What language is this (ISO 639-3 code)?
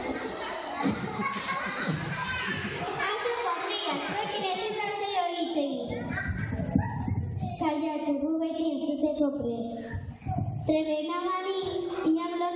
eus